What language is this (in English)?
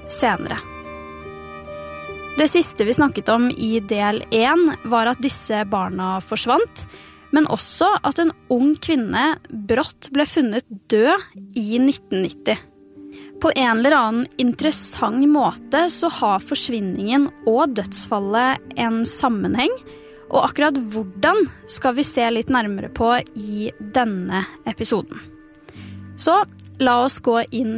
Norwegian